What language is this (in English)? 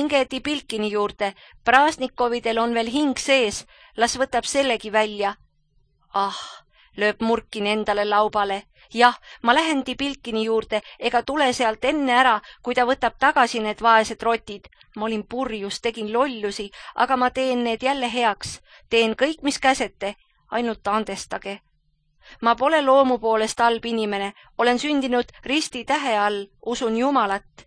Estonian